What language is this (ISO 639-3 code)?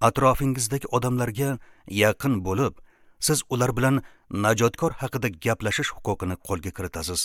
uzb